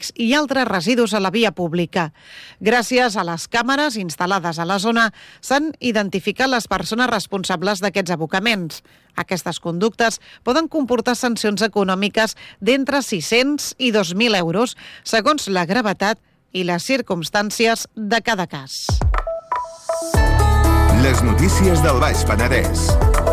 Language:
Catalan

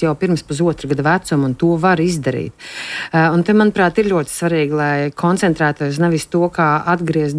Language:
Latvian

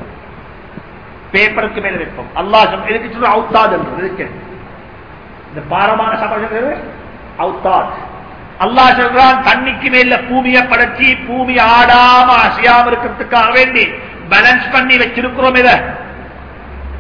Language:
Tamil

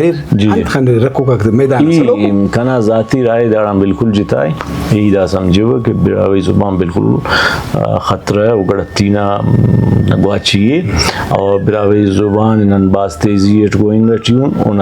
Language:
Brahui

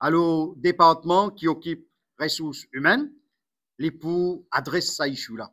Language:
Morisyen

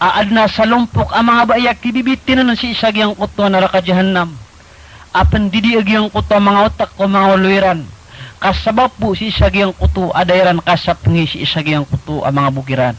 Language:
Maranao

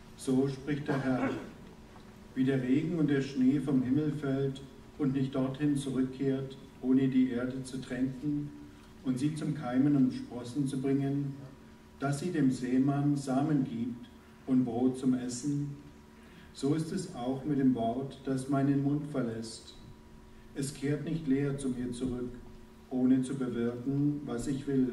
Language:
German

